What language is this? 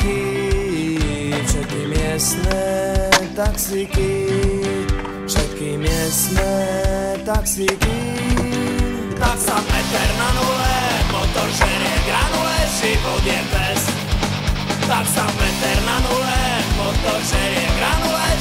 Slovak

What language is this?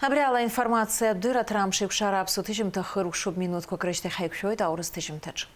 Abkhazian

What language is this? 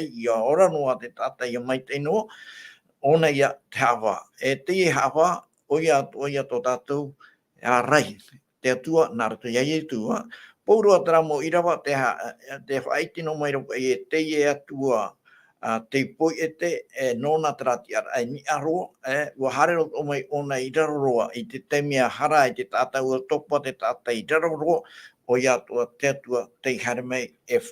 Tahitian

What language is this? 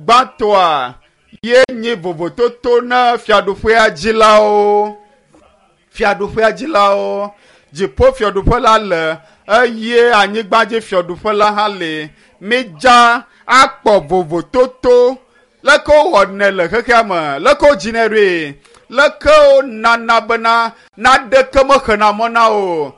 Ewe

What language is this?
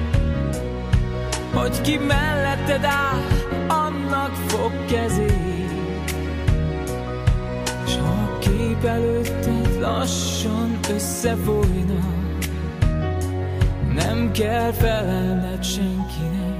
Hungarian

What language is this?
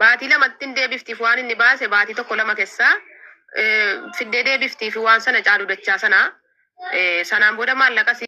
Oromo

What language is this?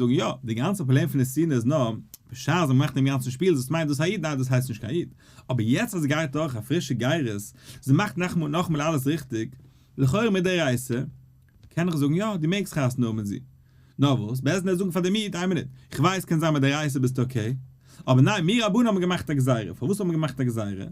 Yiddish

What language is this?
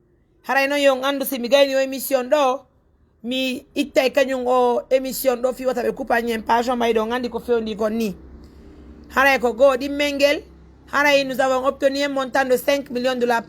Fula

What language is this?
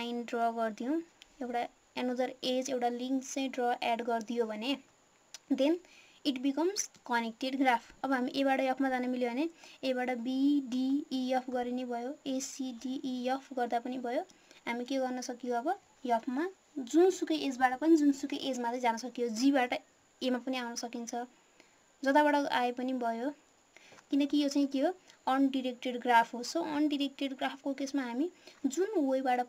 Nepali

